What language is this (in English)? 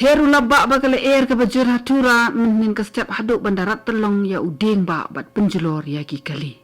Khasi